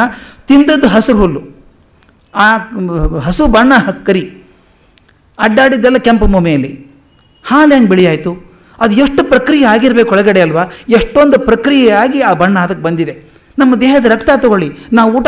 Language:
Kannada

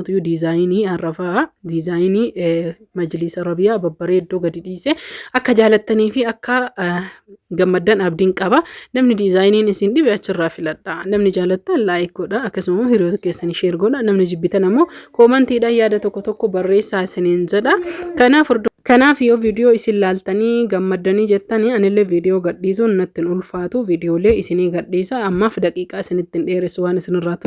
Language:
Oromo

